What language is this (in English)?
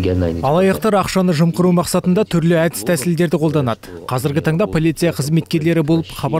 Kazakh